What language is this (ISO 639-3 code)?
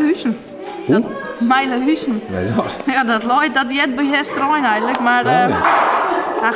fry